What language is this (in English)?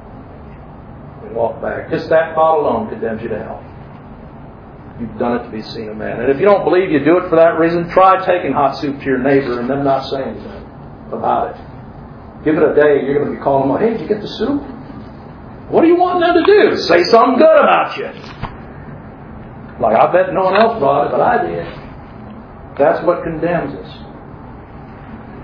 English